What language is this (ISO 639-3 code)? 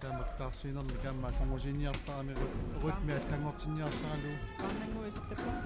kal